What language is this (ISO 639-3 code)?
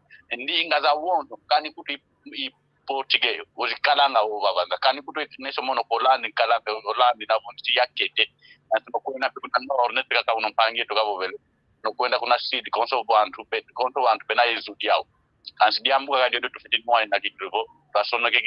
kwy